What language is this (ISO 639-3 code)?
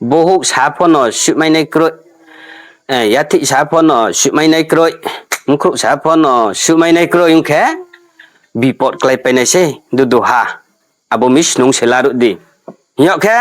ria